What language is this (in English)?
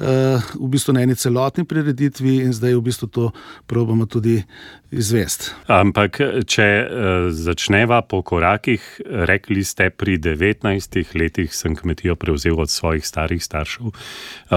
Slovenian